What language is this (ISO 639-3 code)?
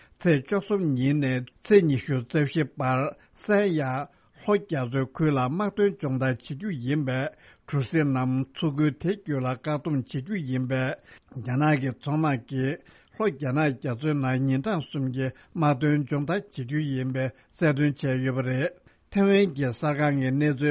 bod